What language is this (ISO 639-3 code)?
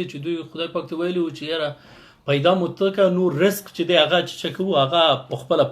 pus